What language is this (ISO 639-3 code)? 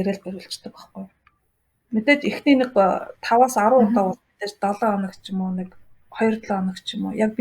mon